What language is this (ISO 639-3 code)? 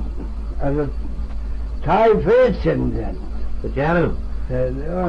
glv